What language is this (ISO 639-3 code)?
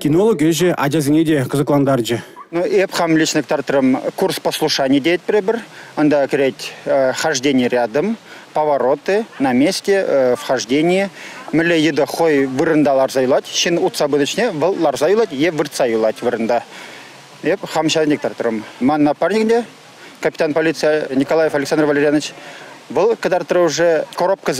chv